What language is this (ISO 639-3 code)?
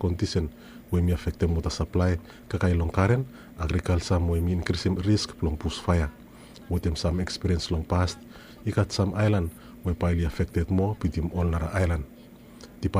bis